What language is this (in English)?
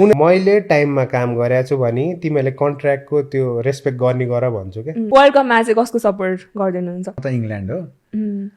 Nepali